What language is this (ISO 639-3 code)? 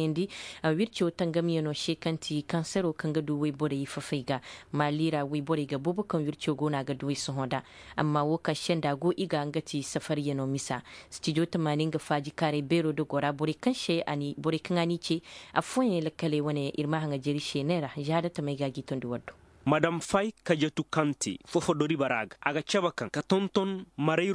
dje